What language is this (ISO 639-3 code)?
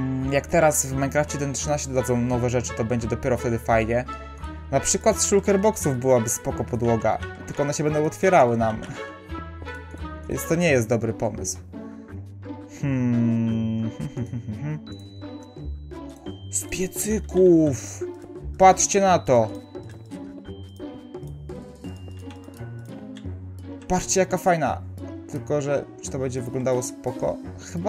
pol